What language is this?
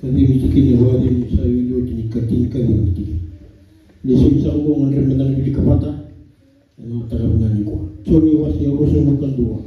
Fijian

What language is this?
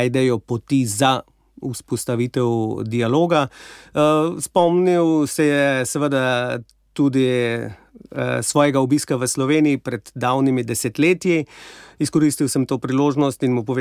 Slovenian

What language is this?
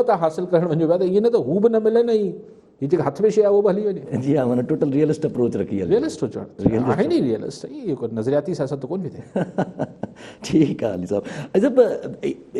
Sindhi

